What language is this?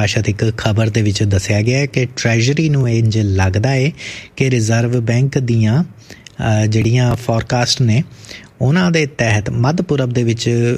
Punjabi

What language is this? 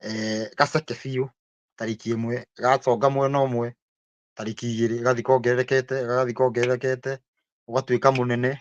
Kikuyu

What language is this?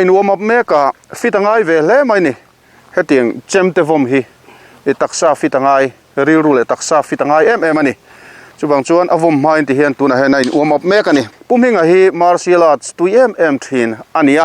Mizo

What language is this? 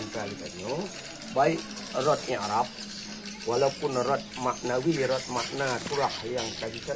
Achinese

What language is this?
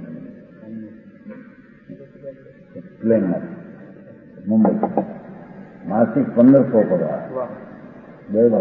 Gujarati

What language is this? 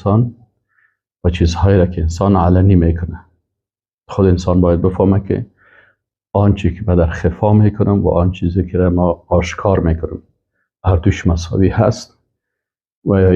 Persian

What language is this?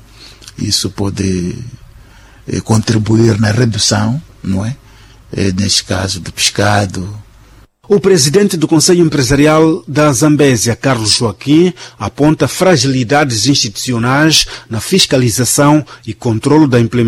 Portuguese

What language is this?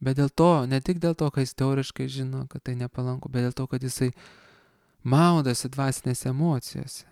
Lithuanian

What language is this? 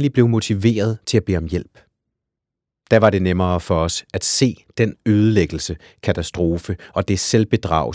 Danish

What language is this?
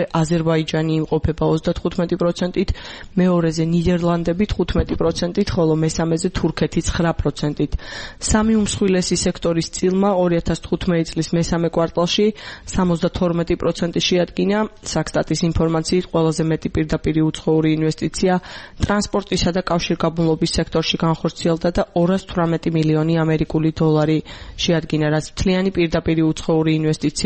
Georgian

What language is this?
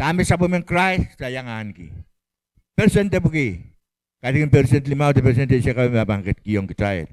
Pohnpeian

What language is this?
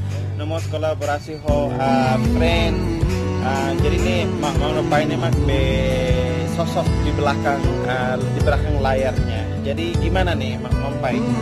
Tetum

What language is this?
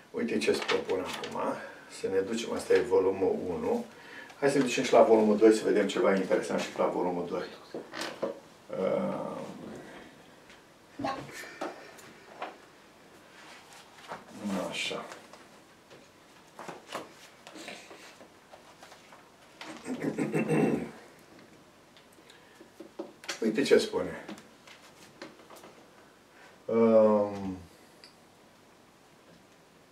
Romanian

